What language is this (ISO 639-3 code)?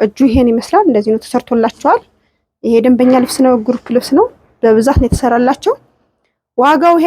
amh